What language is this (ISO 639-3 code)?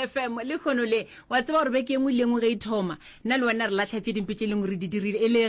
nso